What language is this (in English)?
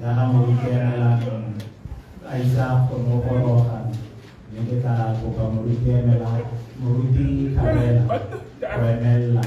Tswana